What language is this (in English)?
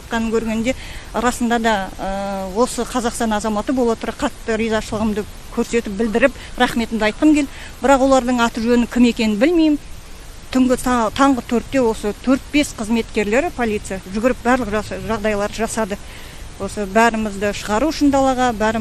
Kazakh